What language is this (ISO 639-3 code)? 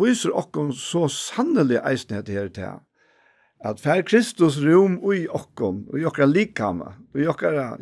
fao